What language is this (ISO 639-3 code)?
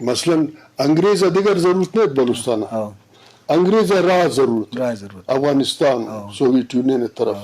bgp